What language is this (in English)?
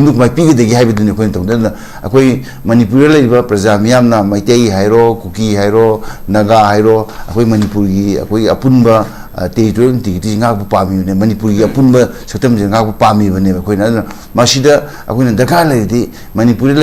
Manipuri